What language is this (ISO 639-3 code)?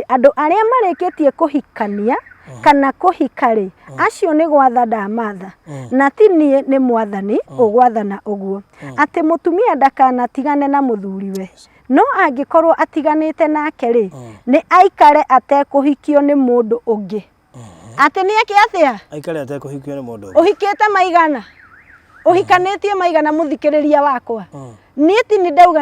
kik